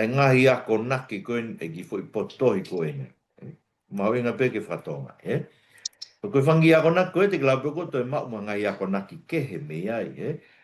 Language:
Tongan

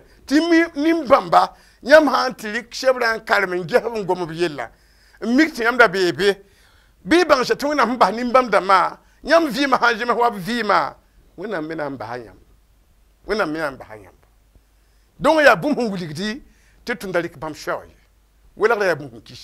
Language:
Mossi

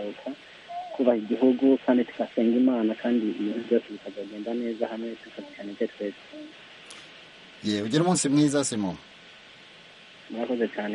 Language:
Kinyarwanda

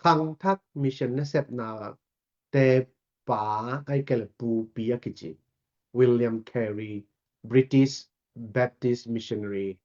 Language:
Tedim Chin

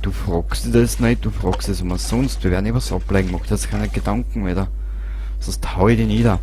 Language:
Bavarian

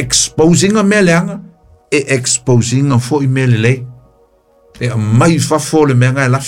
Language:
Samoan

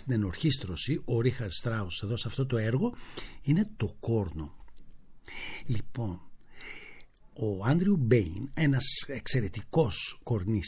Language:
Greek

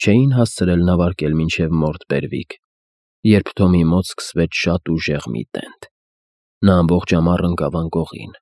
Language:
Armenian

